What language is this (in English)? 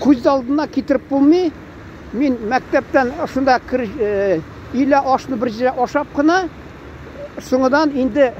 Tatar